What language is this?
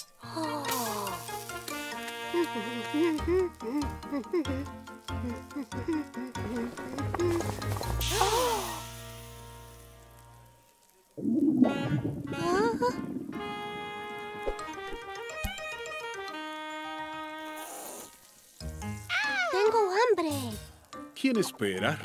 Spanish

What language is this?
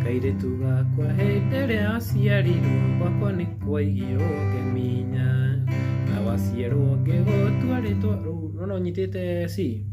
Kikuyu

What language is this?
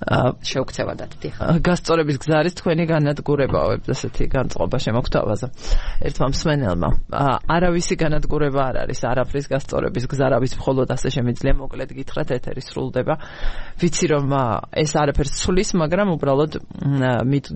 Georgian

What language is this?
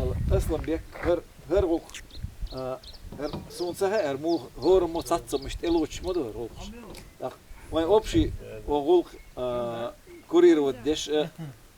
Chechen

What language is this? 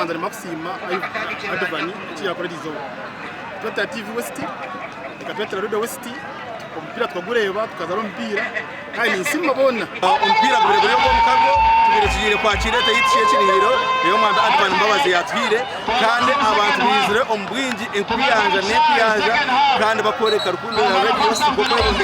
Nyankole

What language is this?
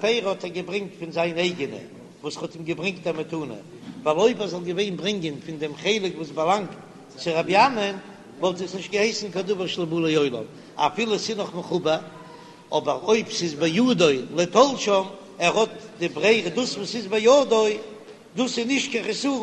Yiddish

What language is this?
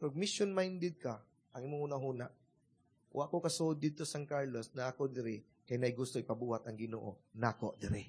Cebuano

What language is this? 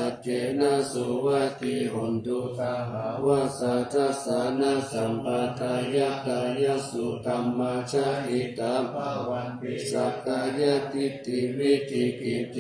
Pali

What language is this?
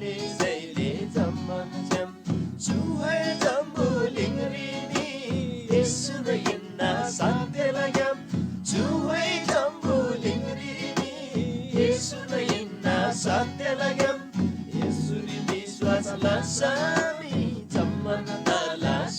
Eastern Tamang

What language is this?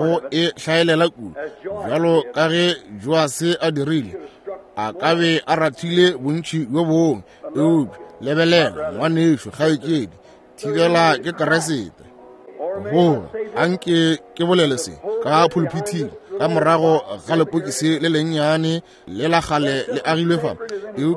Northern Sotho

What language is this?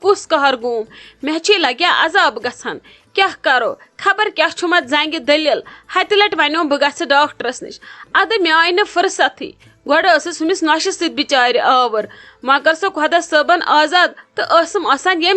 Kashmiri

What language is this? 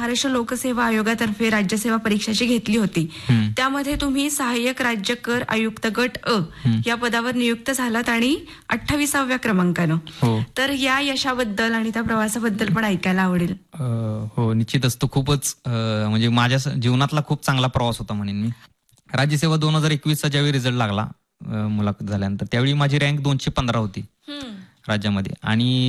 Marathi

